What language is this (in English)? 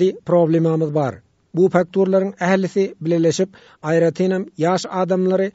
Turkmen